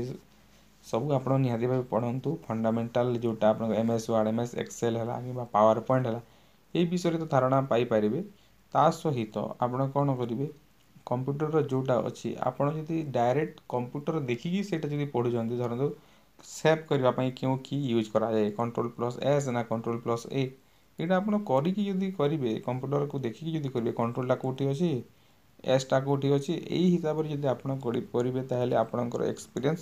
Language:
Odia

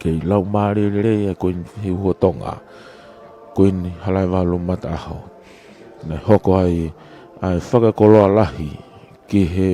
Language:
Tongan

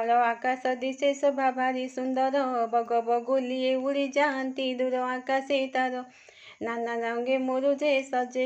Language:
Odia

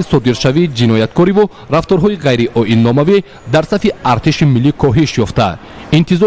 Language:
Tajik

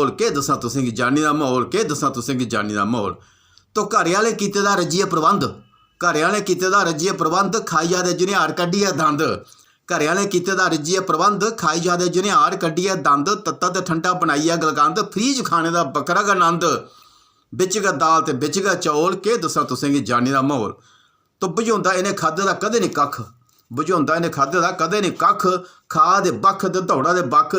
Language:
Dogri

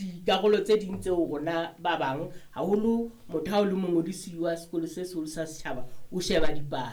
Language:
Southern Sotho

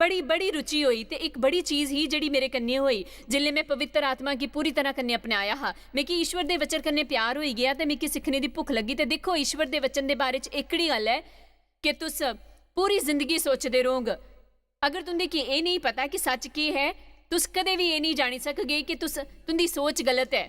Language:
Dogri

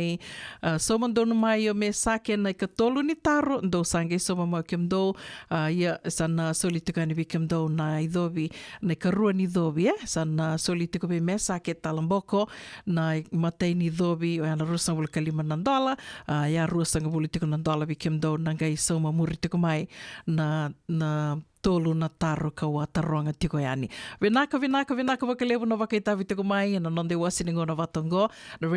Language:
Fijian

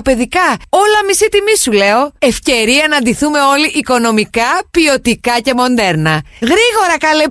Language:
Greek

